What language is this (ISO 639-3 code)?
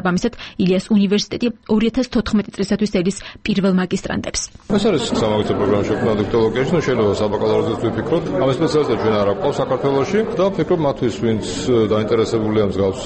kat